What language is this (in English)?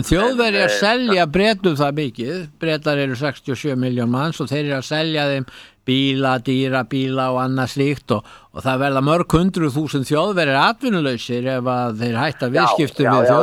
Icelandic